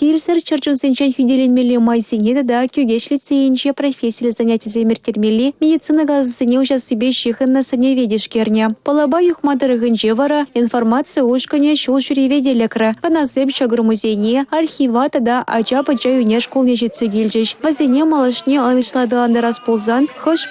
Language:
Chuvash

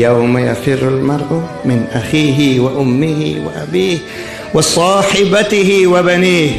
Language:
Persian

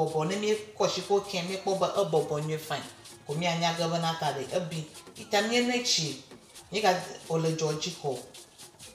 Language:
Ewe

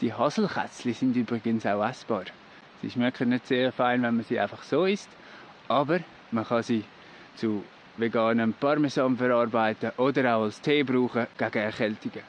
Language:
Swiss German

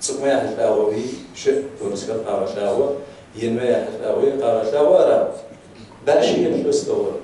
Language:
Kabardian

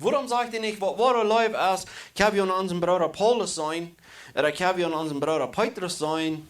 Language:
Plautdietsch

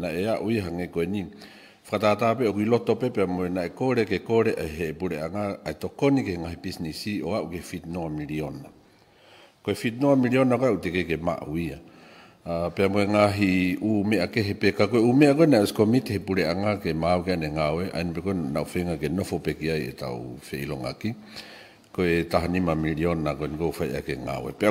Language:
Tongan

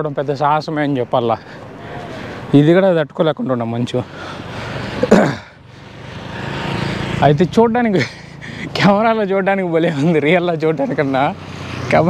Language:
Telugu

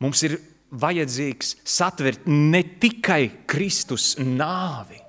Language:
Latvian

